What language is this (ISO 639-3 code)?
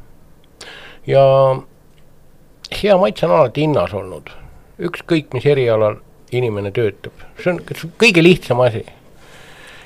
est